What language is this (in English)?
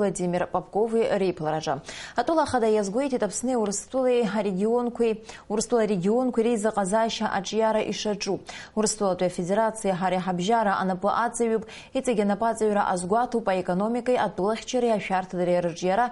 Abkhazian